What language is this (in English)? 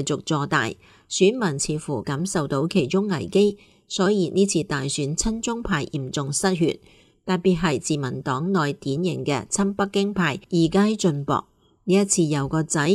Cantonese